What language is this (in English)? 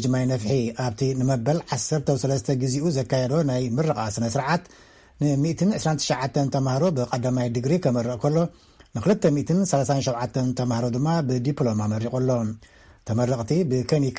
Tigrinya